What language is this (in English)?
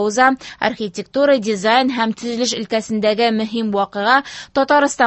Tatar